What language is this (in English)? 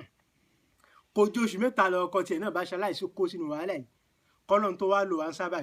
Yoruba